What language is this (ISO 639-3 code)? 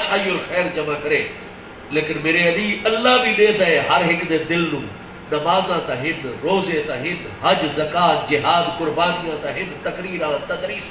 skr